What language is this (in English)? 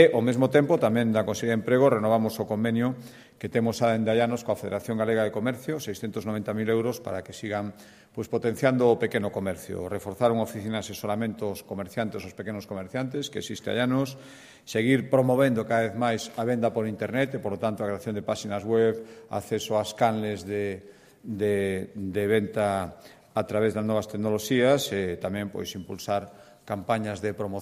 Galician